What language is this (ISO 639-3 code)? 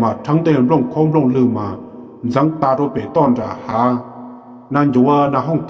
hmn